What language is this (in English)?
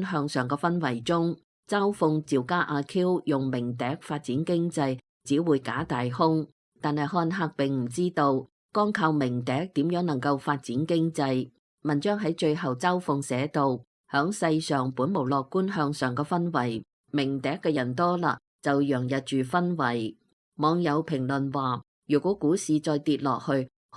Cantonese